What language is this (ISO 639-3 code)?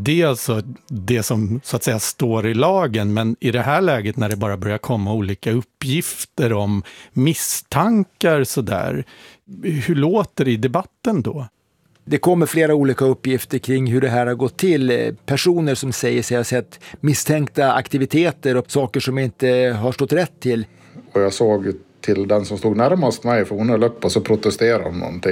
swe